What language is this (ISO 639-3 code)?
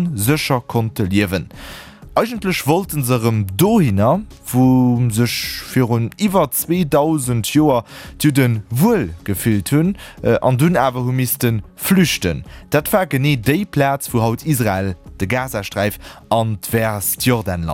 ltz